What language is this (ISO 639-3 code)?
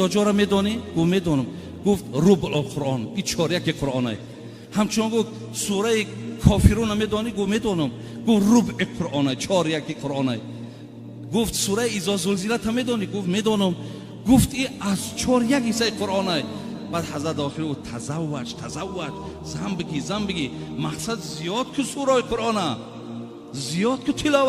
tgk